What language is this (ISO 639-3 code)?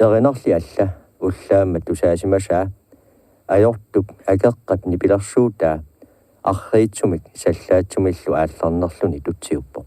kal